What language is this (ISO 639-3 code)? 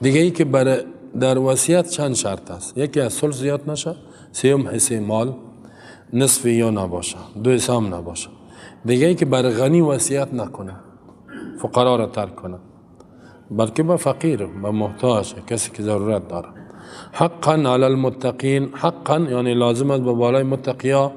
fas